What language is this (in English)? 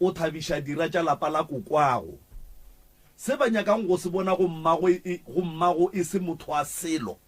Northern Sotho